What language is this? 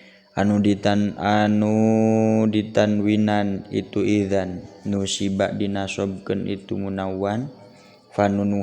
Sundanese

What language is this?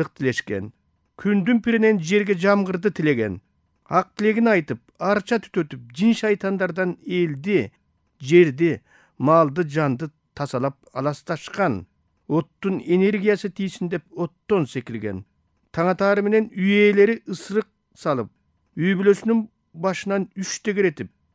Kyrgyz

